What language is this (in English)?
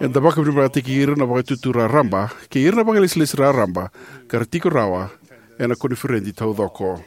Fijian